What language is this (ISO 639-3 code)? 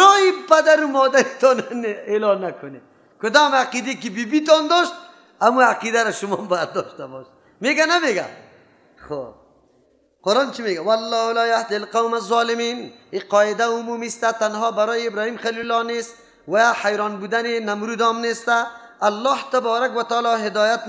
fas